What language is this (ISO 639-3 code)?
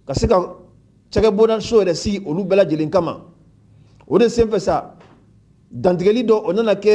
man